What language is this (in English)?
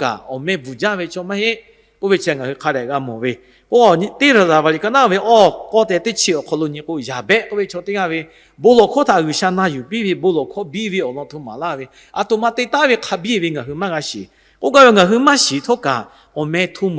Lahu